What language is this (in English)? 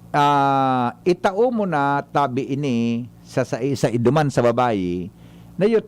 Bikol